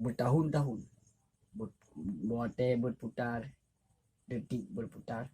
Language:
Achinese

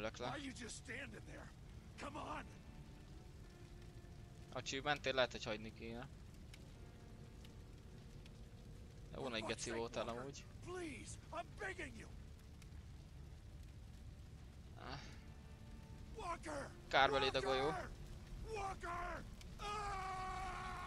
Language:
Hungarian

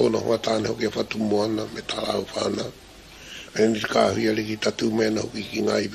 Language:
Māori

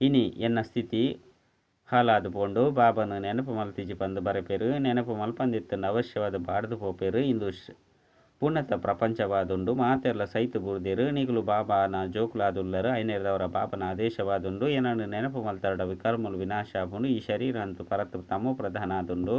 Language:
Tulu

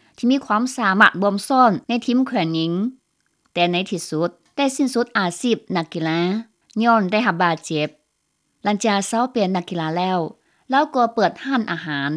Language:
Lao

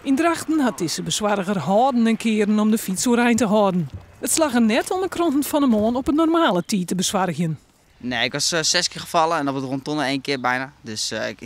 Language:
Western Frisian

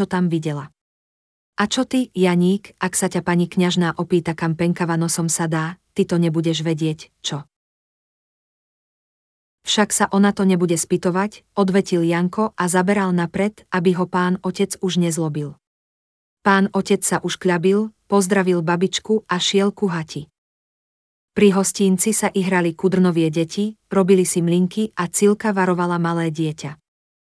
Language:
Slovak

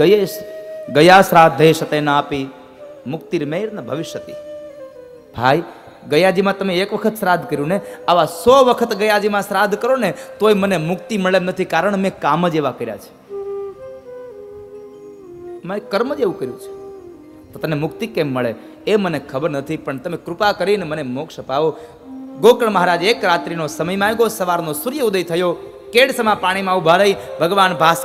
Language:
Gujarati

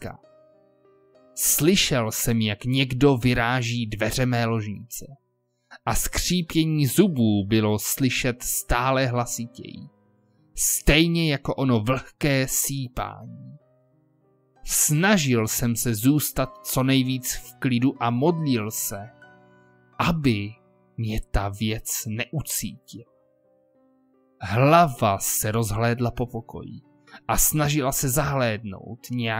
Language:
Czech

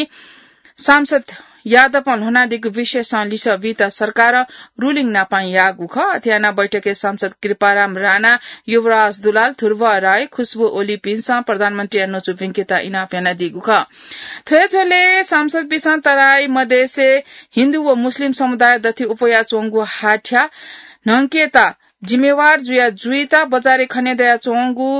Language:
Newari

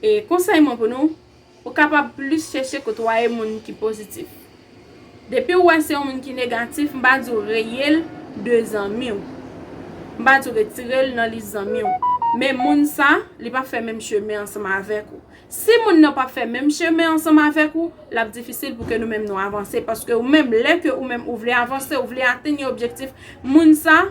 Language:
Haitian Creole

